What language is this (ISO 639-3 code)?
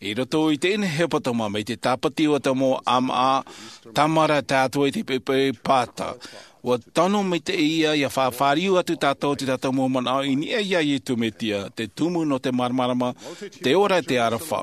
tah